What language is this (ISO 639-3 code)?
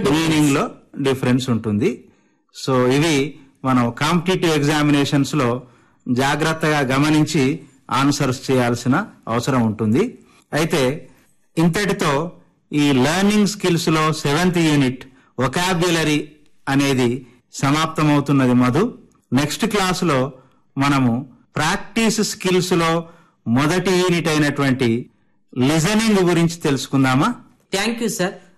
tel